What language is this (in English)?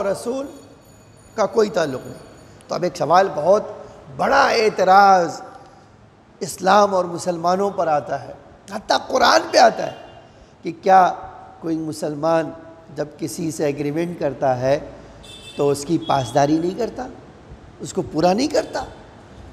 Urdu